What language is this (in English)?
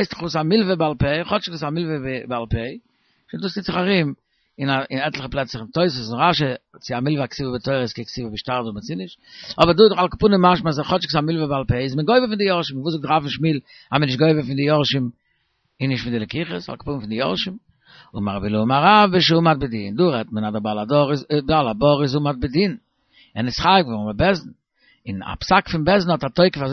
Yiddish